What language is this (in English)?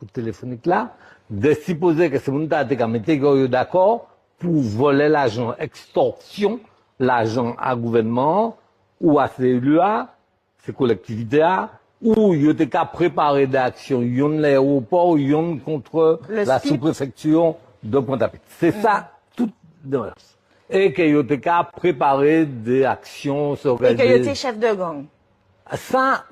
Guadeloupean Creole French